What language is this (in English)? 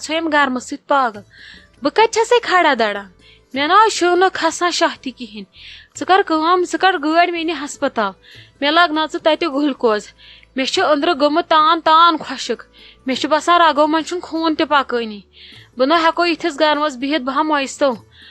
Kashmiri